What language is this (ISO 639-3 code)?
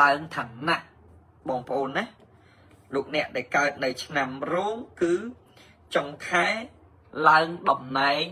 khm